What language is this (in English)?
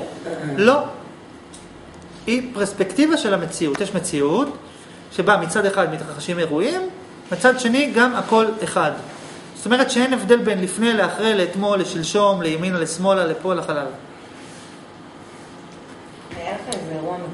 Hebrew